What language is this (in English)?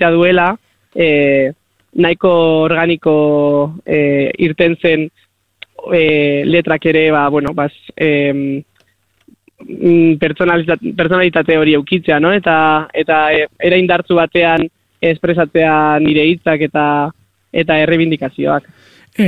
Basque